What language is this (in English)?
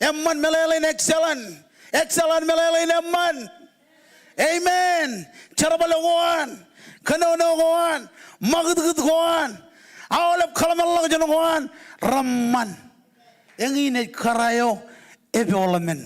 Marshallese